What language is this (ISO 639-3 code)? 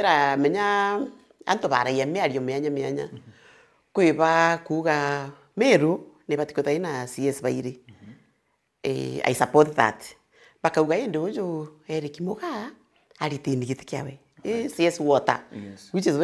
mer